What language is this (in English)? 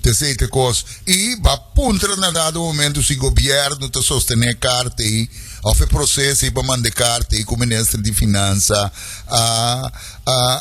Papiamento